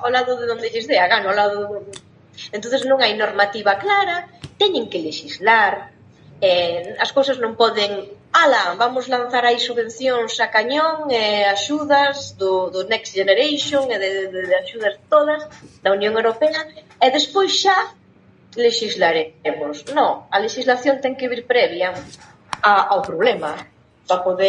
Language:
Galician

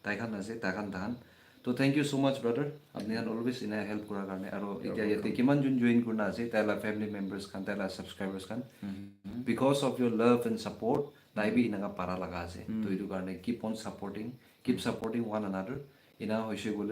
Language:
Naga Pidgin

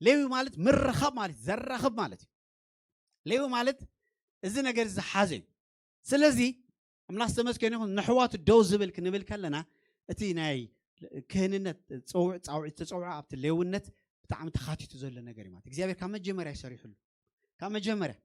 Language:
Tigrinya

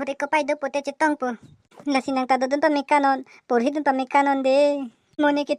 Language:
Karbi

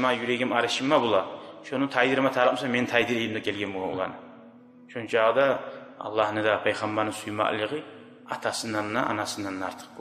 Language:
Kumyk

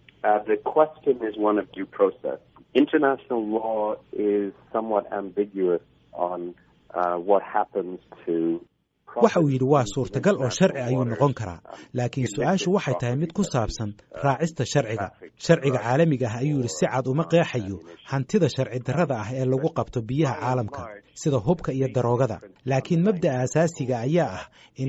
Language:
Somali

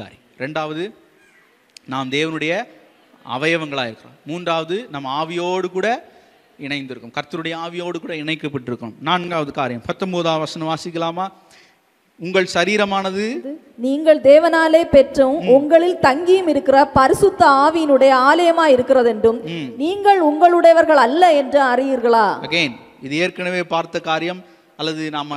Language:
Tamil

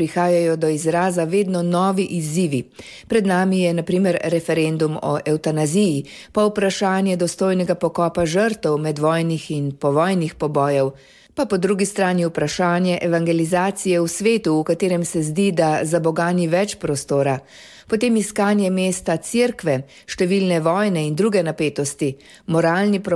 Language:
Slovenian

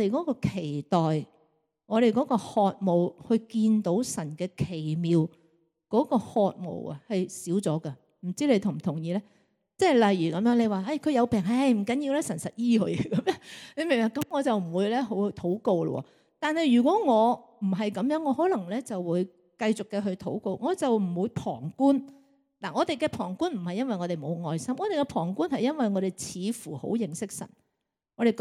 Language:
Cantonese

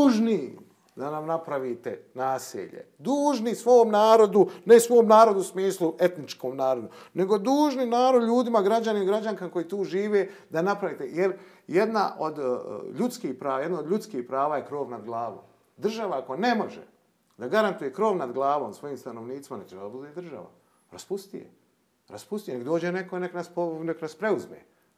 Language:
Bosnian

